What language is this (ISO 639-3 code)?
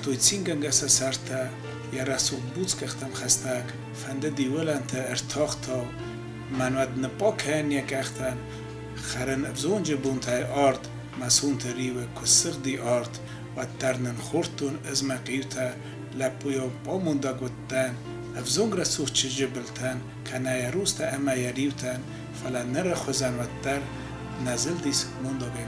oss